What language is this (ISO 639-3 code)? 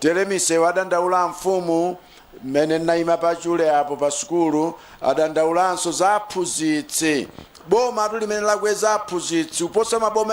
nya